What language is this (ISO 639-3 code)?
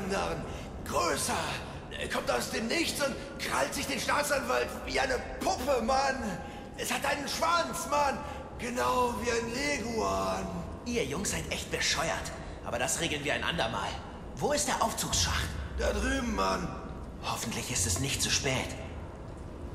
deu